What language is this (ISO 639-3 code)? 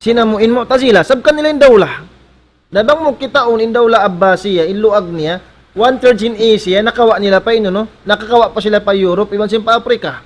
tsg